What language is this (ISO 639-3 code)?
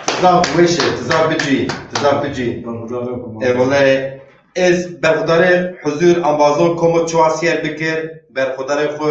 zza